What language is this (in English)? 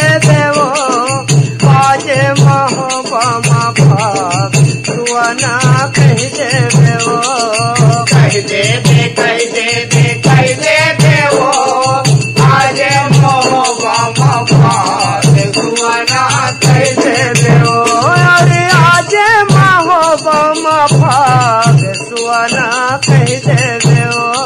Chhattisgarhi